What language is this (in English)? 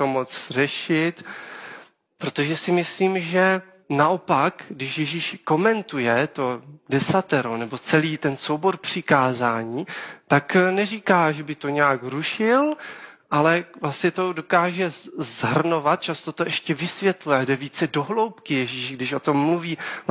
Czech